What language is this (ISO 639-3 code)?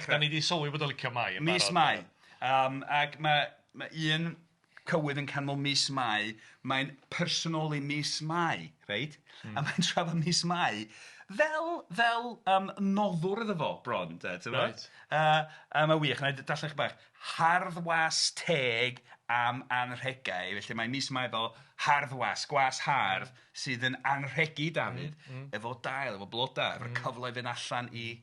cym